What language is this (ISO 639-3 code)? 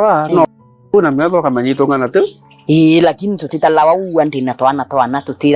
mer